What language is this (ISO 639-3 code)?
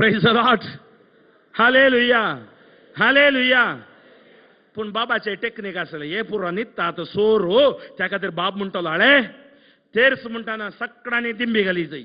kok